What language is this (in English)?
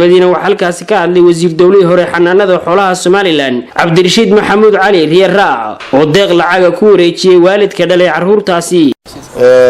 Somali